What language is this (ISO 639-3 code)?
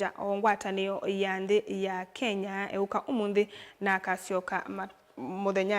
kam